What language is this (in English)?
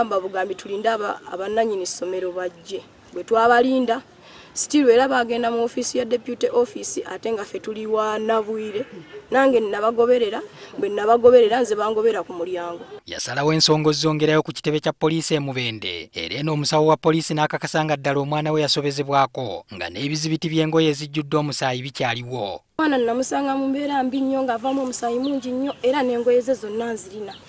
Ganda